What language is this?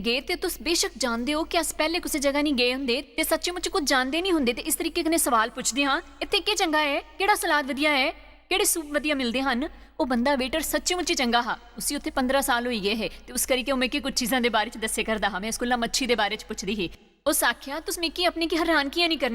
Dogri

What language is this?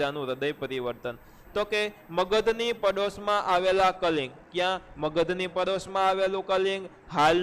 Gujarati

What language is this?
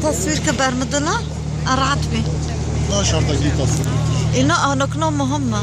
Kurdish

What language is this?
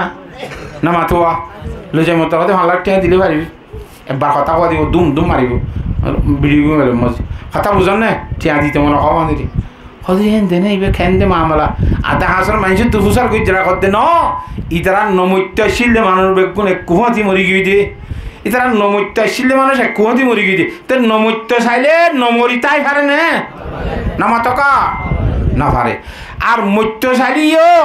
Rohingya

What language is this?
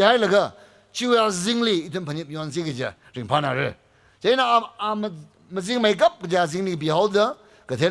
Tangkhul Naga (India)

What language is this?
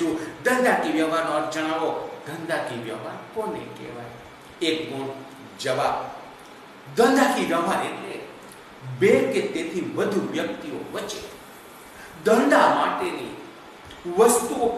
Gujarati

